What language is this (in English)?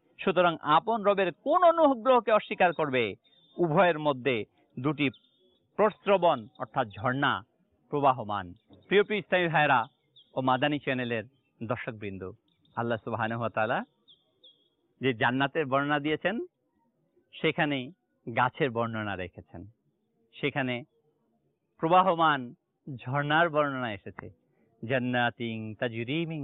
Bangla